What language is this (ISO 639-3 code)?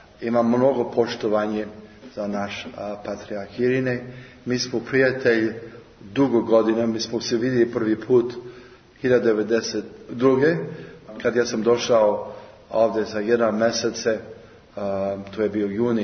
srp